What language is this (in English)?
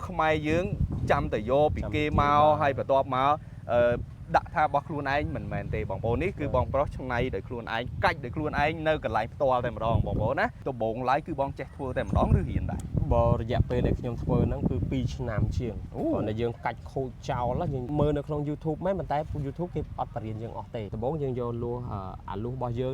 Khmer